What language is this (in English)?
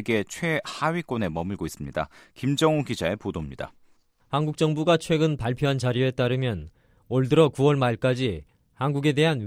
Korean